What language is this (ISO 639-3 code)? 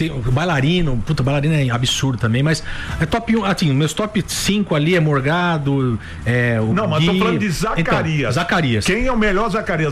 por